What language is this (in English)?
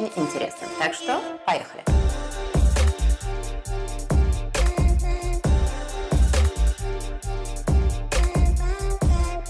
Russian